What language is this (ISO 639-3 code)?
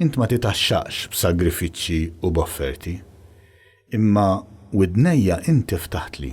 mlt